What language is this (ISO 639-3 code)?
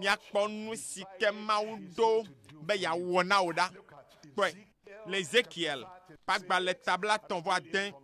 ewe